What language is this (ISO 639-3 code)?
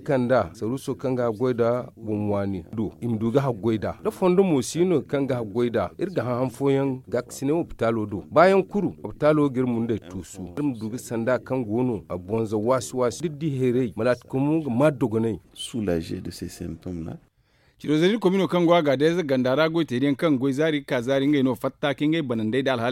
dje